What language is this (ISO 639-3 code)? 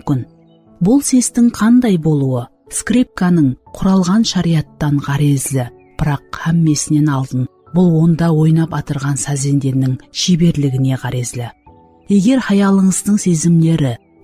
kaa